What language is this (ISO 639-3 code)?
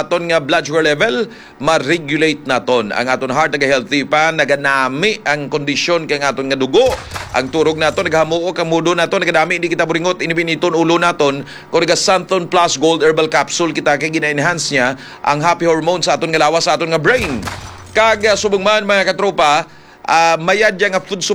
hil